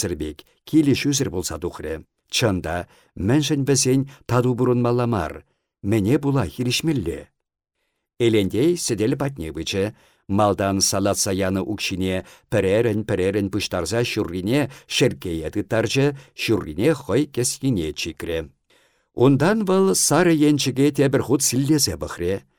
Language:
Chuvash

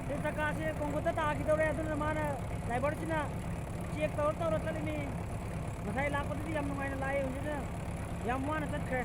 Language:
Manipuri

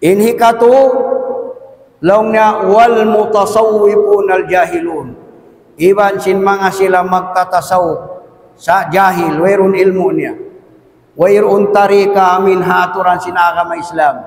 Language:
Tausug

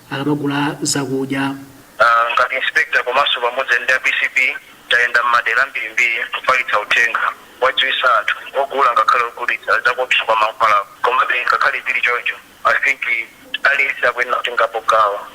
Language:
Nyanja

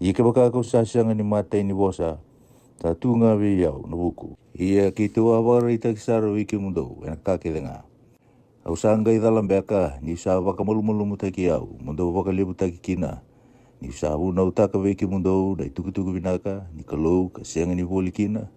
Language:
Fijian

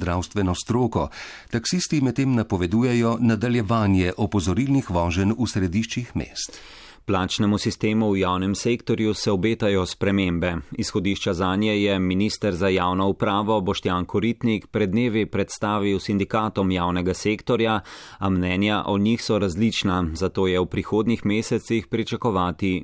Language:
Slovenian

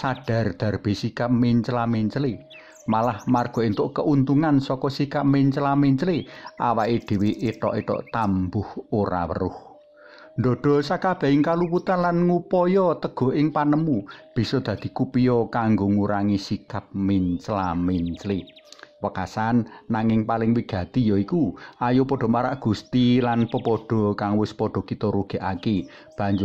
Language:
Javanese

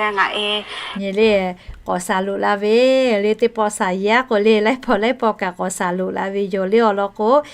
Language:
Lahu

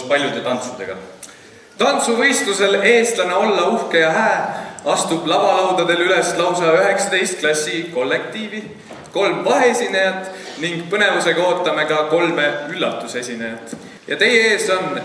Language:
Estonian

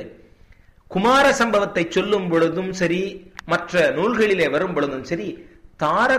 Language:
Tamil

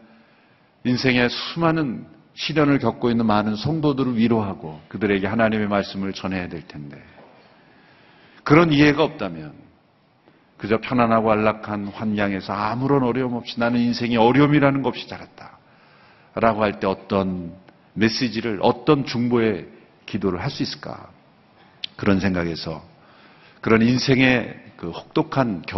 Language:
Korean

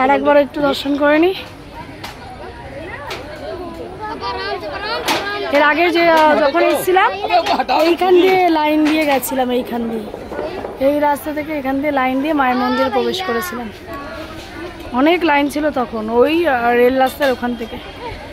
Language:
Bangla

